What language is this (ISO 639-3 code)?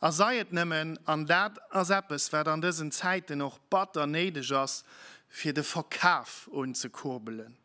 ltz